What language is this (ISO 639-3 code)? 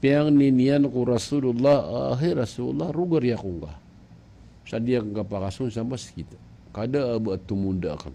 mrw